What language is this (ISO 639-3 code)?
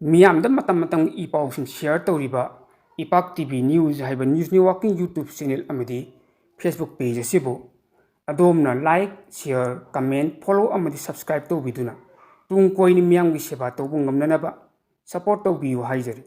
mni